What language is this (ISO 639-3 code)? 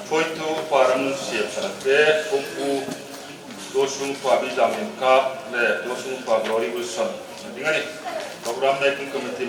hmr